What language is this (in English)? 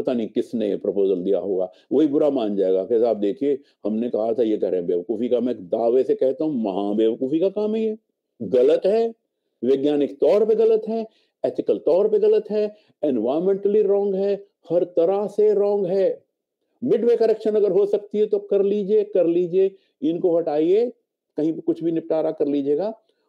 Hindi